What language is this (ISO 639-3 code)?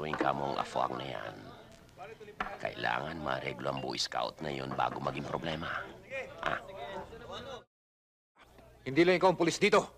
fil